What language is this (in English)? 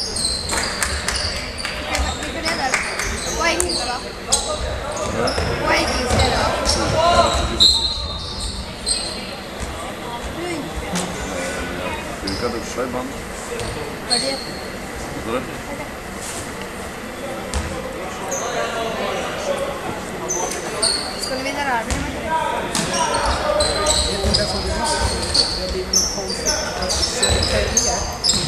Swedish